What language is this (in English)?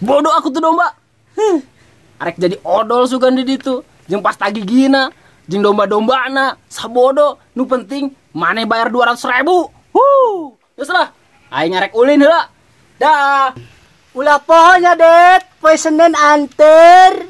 Sundanese